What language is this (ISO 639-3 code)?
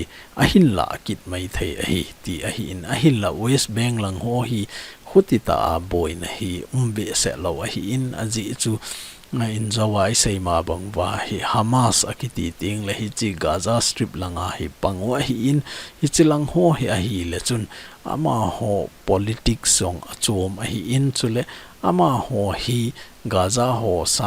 tcz